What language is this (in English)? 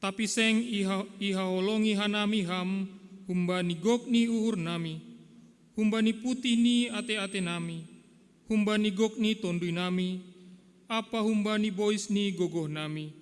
Batak Simalungun